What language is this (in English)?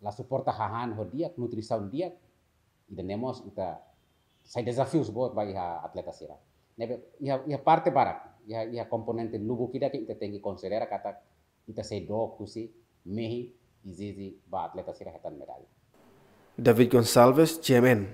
Tetum